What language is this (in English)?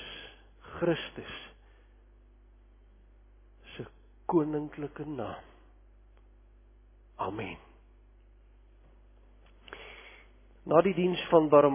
Afrikaans